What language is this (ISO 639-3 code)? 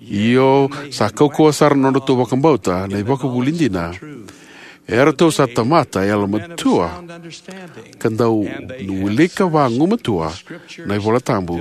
fij